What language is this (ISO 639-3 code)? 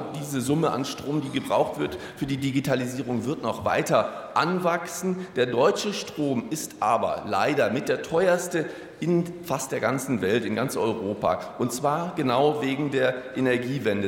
deu